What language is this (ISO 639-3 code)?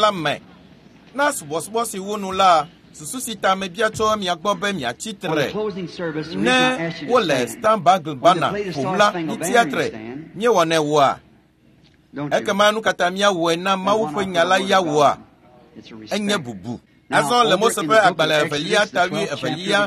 ewe